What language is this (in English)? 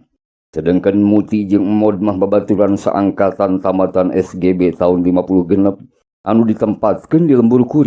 Sundanese